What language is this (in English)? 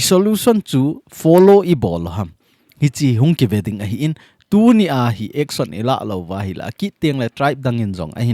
Thado Chin